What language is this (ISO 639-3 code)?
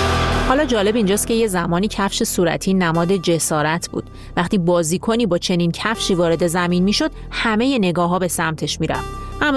fas